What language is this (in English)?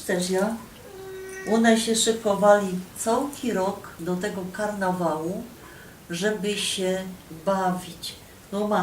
Silesian